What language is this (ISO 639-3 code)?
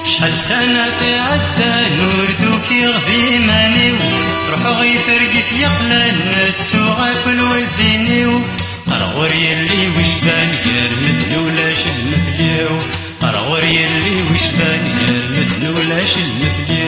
kab